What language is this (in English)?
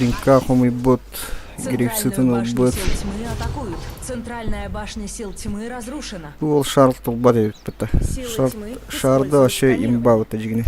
Yakut